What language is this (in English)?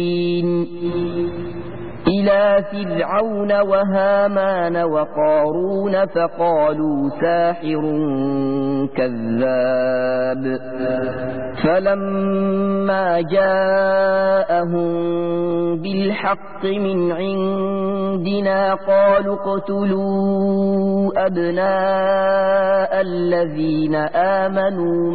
Arabic